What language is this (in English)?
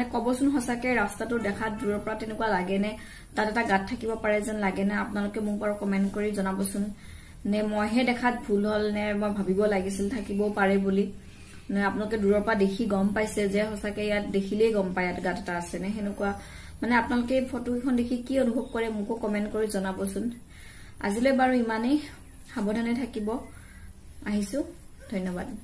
Assamese